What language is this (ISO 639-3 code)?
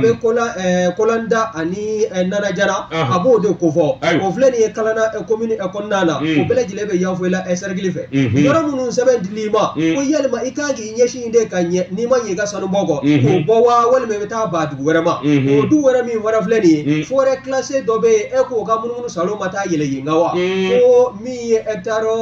bam